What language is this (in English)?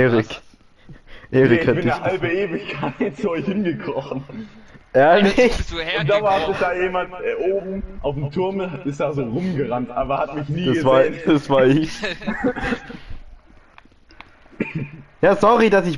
German